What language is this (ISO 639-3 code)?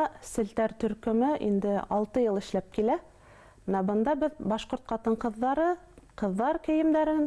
bak